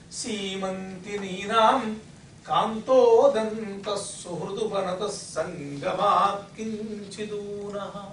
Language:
Sanskrit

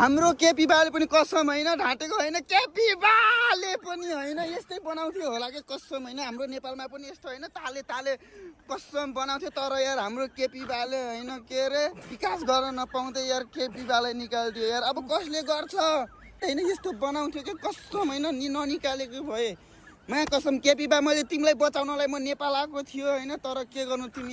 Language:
Nepali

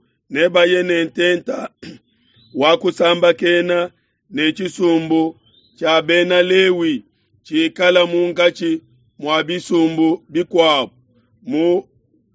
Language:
Luba-Lulua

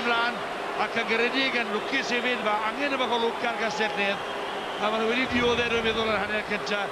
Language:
Welsh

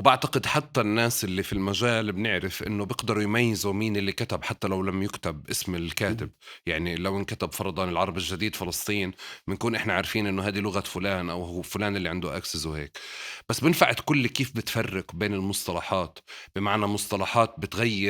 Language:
North Levantine Arabic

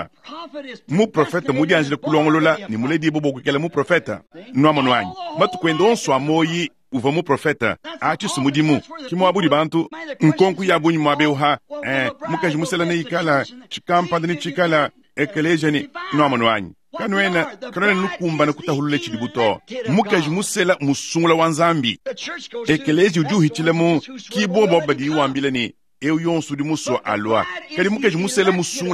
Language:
Luba-Lulua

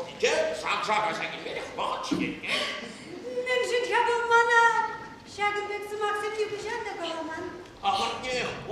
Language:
Chuvash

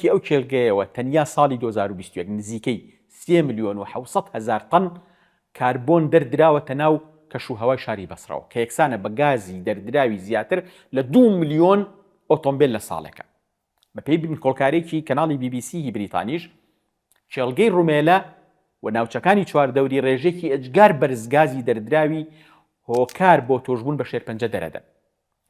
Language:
Central Kurdish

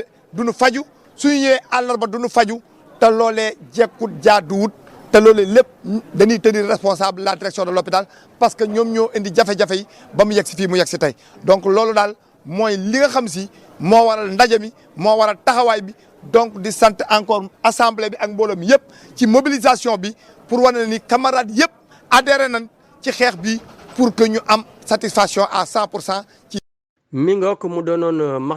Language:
Wolof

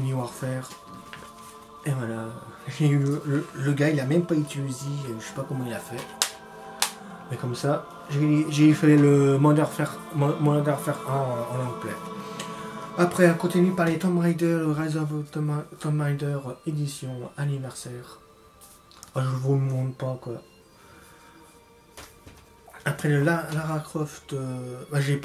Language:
French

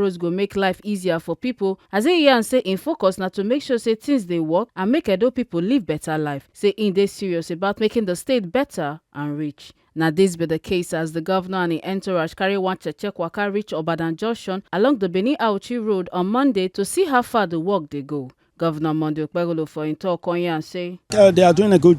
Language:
Nigerian Pidgin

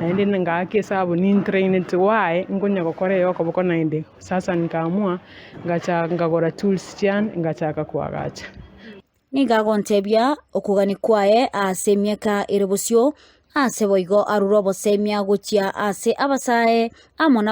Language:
Gusii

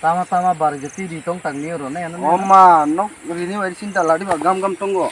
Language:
Kok Borok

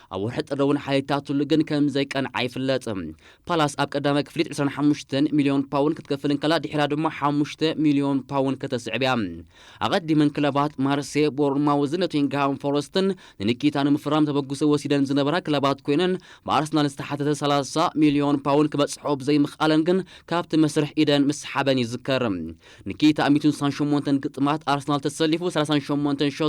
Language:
Tigrinya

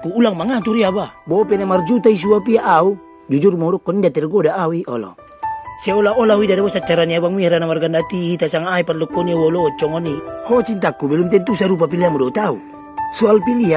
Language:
Batak Toba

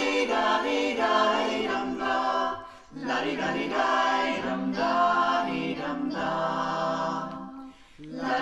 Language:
Swedish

